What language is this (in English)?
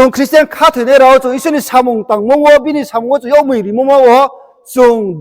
Riang (India)